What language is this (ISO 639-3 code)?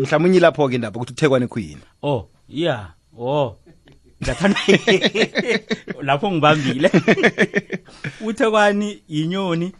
nbl